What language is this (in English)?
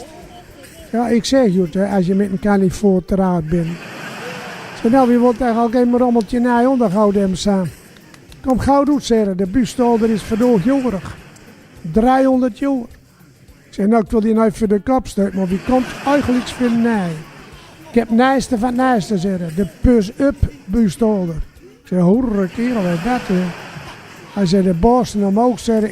Gronings